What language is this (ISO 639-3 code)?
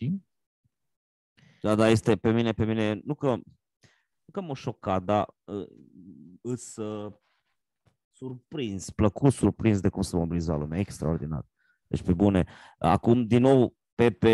ron